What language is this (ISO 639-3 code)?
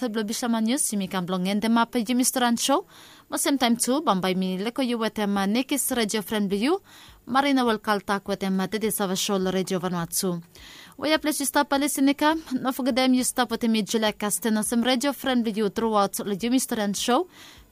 bis